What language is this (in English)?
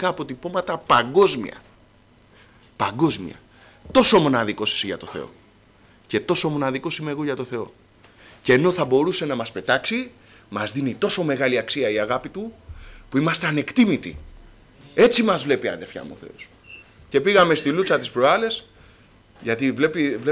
Greek